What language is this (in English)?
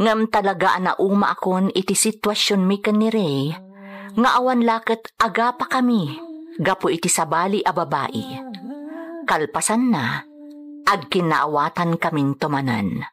Iloko